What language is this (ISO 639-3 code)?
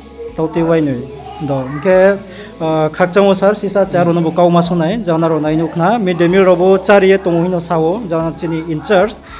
ria